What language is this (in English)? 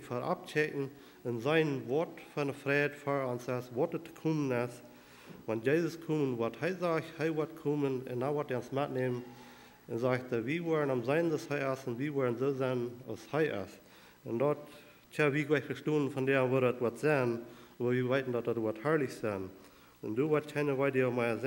Plautdietsch